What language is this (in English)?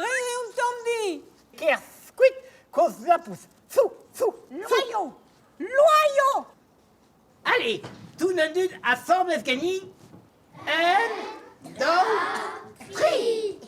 Breton